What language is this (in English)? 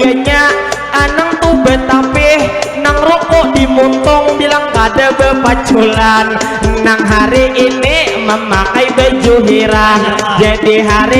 Banjar